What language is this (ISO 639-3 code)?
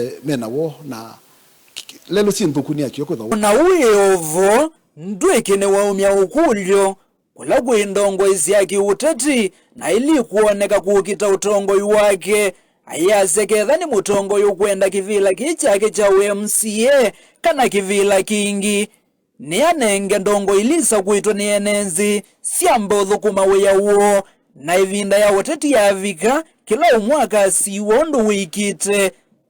kam